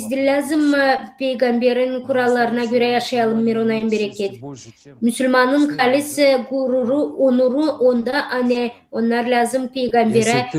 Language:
Gagauz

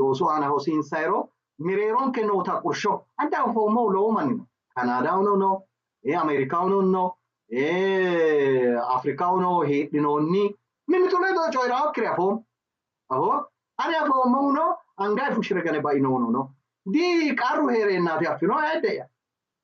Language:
Sidamo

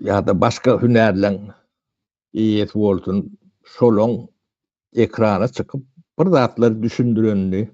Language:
Turkmen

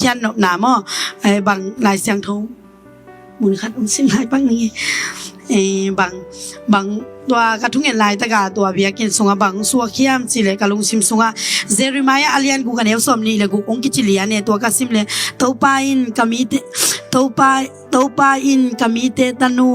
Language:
Tedim Chin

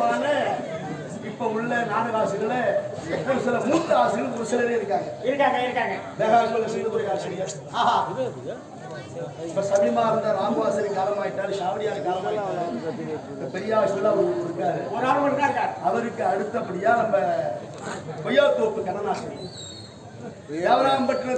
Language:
Tamil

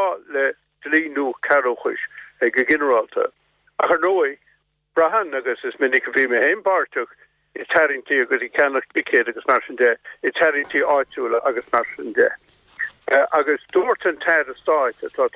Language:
Irish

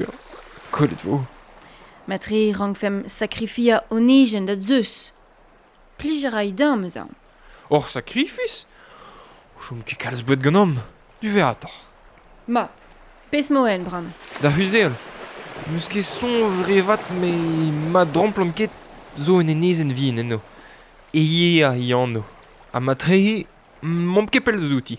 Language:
Breton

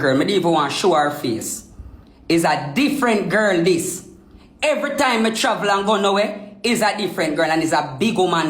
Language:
Jamaican Creole English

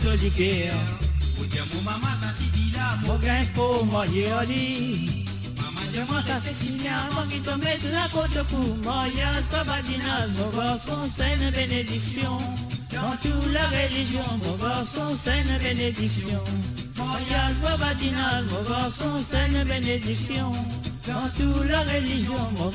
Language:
Morisyen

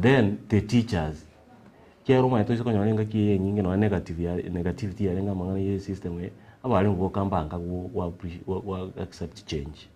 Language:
Gusii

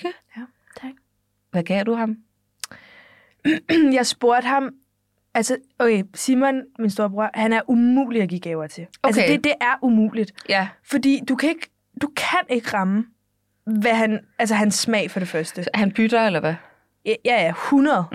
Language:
Danish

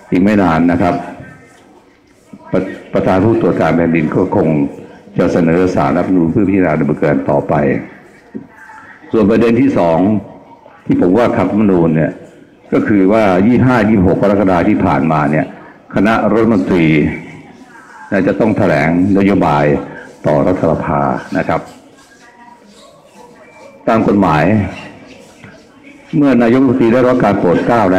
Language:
Thai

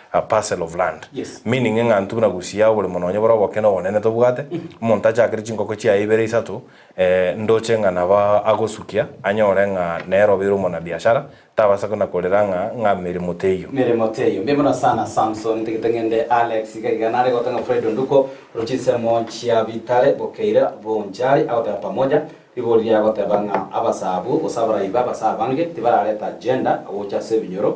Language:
Gusii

